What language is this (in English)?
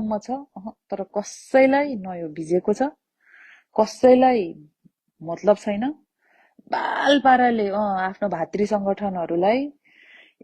Nepali